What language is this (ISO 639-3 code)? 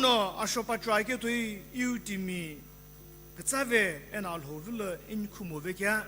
nsm